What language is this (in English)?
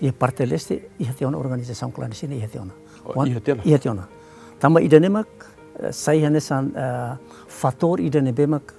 Tetum